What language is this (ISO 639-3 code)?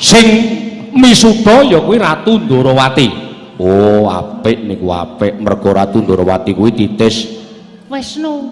jav